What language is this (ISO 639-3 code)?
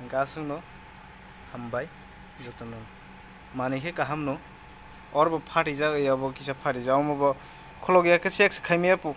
trp